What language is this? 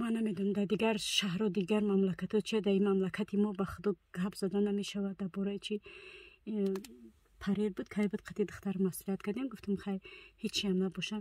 Tajik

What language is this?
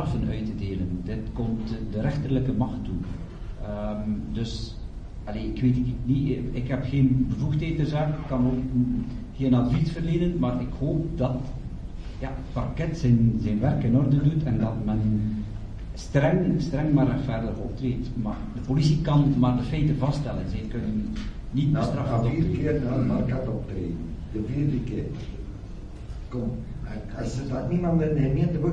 Dutch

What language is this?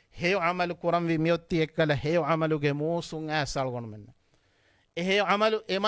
Divehi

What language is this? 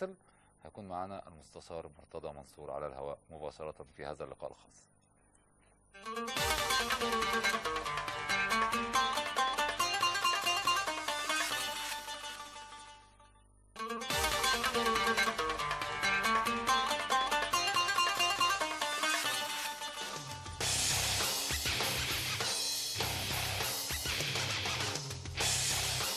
Egyptian Arabic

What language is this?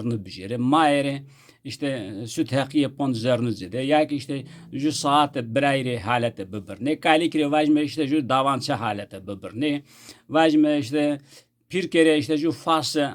Zaza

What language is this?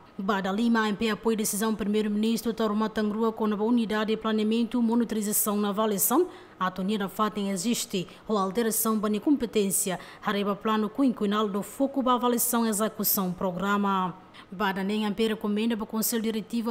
Tetum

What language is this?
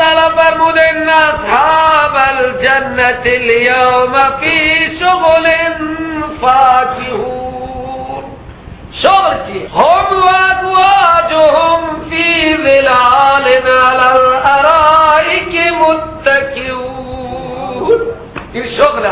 Persian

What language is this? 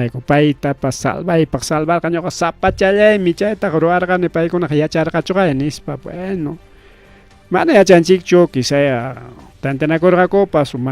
Ayacucho Quechua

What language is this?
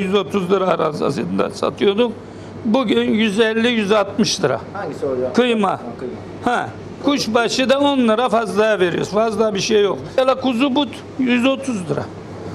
Turkish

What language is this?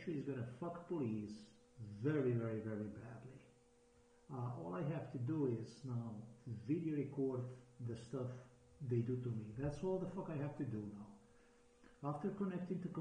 English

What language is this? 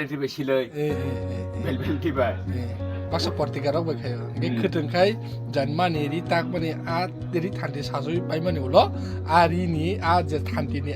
Kok Borok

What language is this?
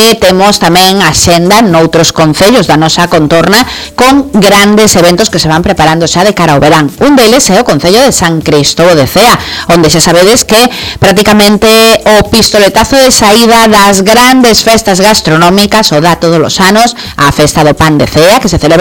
Galician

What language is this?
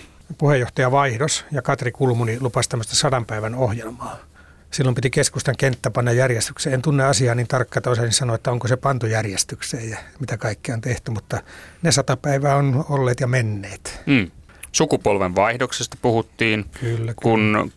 Finnish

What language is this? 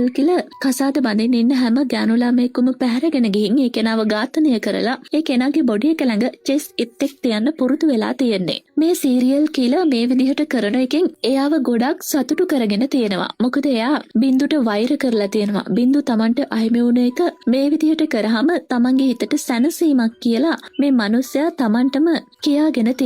Sinhala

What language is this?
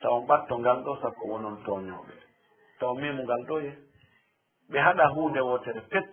Fula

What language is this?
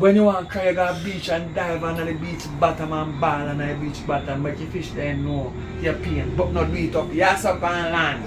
Jamaican Creole English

